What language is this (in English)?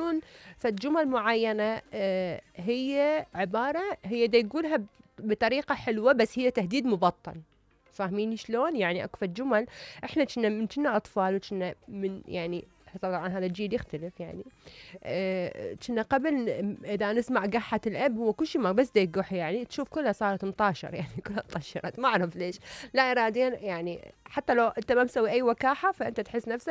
Mesopotamian Arabic